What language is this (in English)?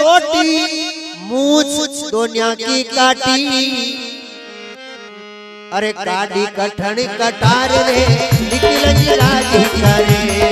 Hindi